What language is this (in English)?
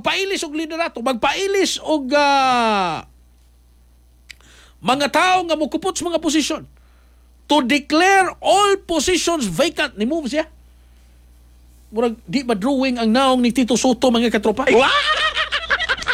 Cebuano